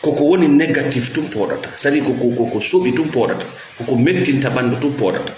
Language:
Fula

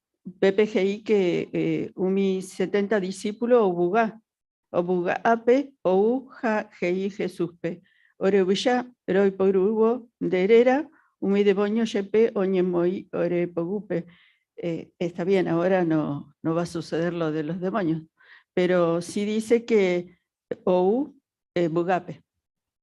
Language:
Guarani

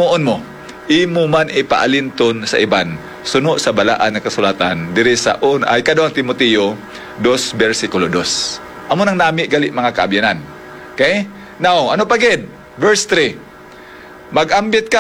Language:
Hiligaynon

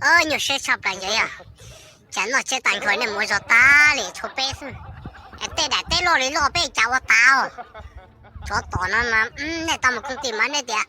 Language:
Hmong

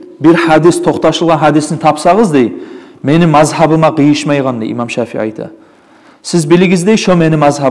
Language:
Kumyk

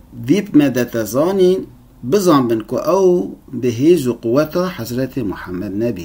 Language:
Kurdish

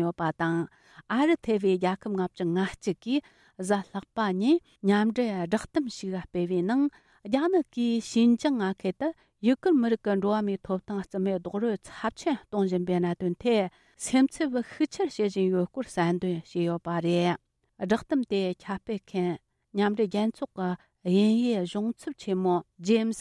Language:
Tibetan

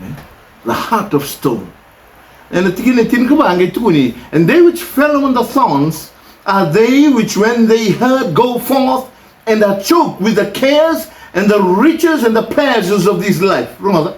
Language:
Fijian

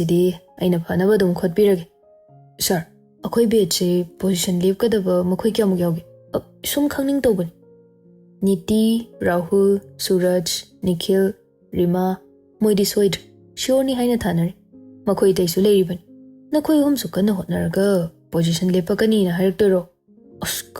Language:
Manipuri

